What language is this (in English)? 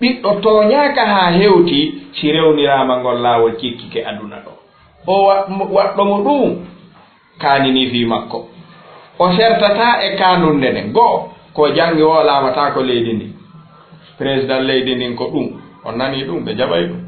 Fula